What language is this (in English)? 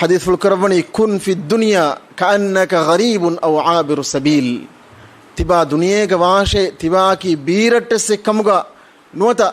Divehi